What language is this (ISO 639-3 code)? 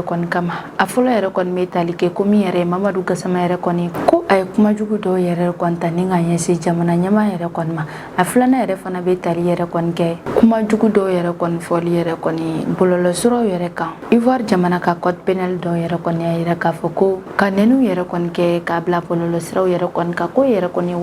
bam